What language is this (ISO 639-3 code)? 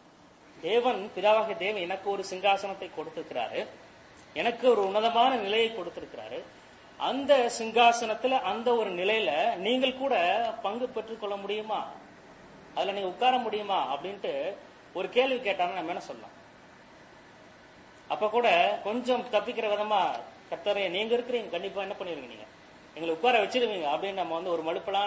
tam